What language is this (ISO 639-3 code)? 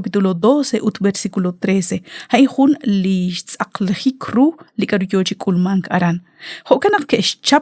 kek